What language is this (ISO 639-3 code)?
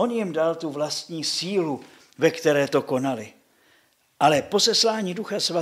ces